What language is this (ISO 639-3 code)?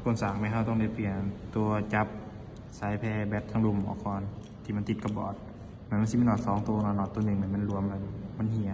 lao